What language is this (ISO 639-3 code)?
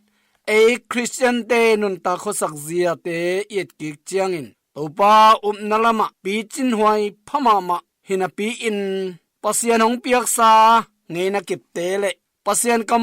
ctd